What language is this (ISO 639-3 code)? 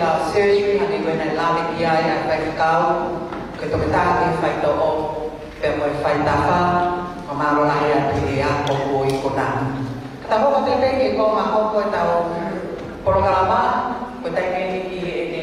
ton